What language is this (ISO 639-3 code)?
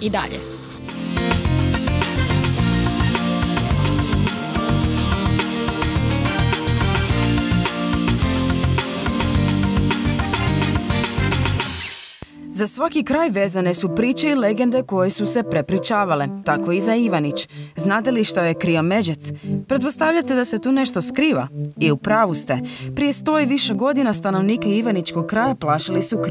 hrv